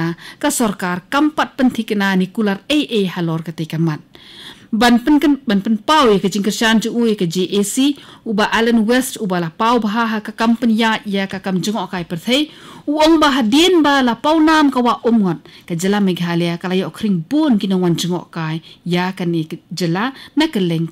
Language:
Khasi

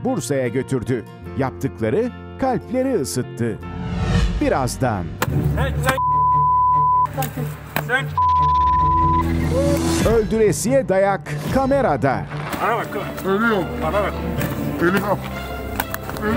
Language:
Turkish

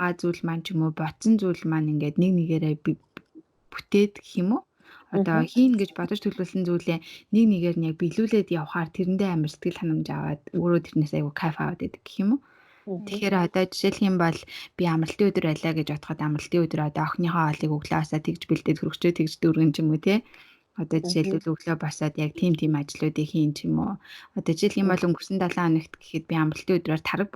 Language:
Mongolian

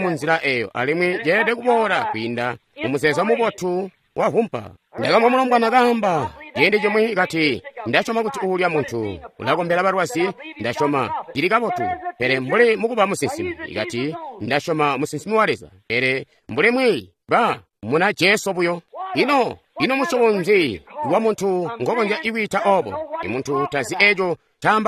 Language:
Tonga (Zambia)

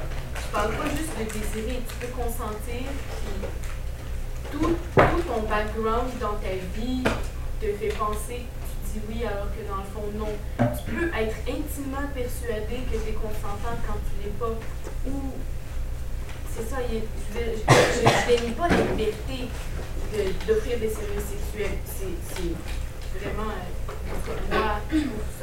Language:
French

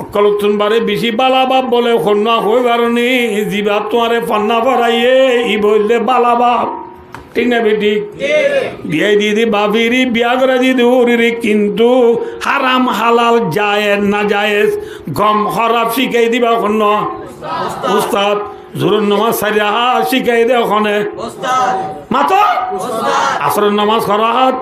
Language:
Rohingya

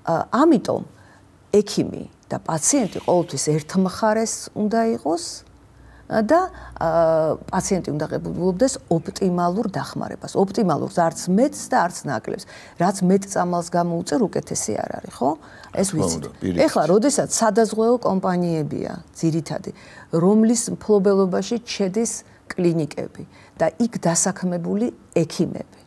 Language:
Georgian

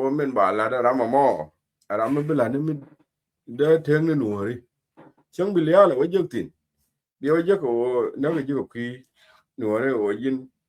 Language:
Nuer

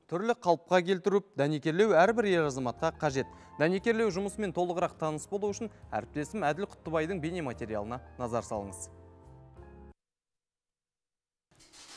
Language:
Kazakh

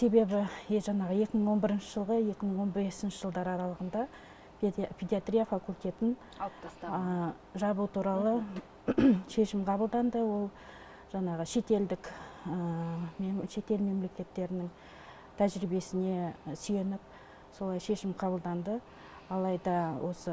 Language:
Kazakh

